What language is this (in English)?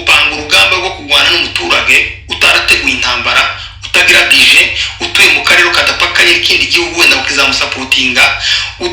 Kinyarwanda